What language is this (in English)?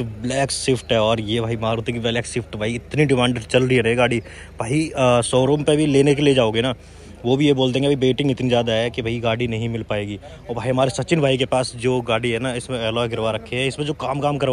Hindi